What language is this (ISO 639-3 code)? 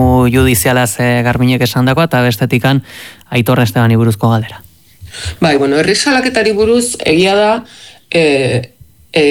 eus